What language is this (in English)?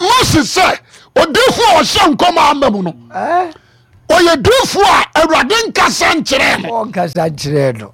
Akan